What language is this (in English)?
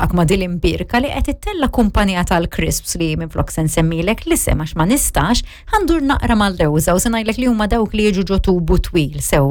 Maltese